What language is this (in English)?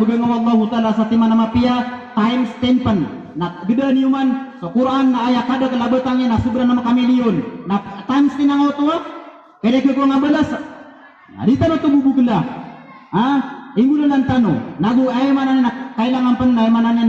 Maranao